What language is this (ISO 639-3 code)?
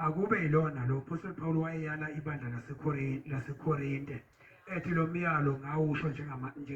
zul